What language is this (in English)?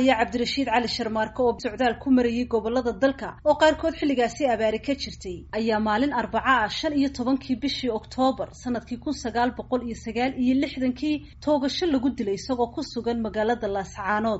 Somali